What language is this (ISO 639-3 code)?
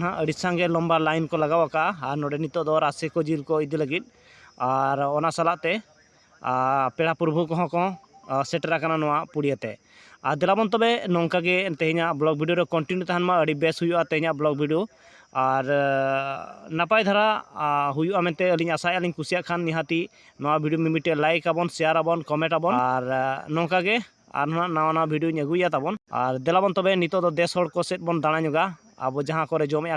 sat